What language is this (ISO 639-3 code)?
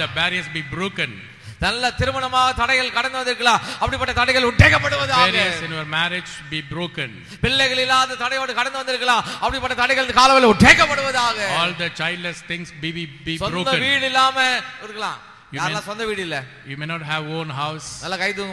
tam